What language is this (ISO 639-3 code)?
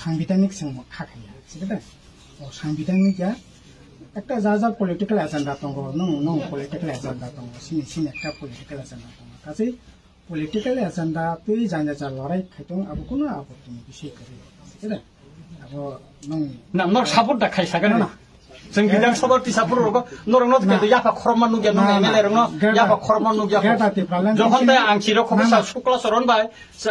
ria